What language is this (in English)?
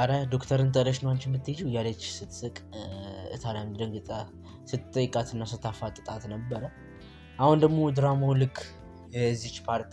Amharic